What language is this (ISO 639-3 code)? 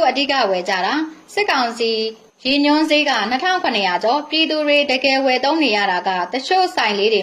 mya